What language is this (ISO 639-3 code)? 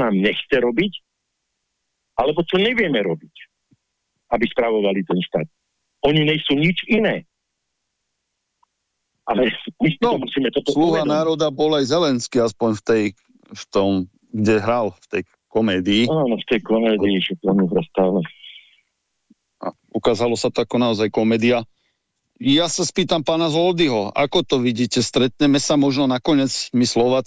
slk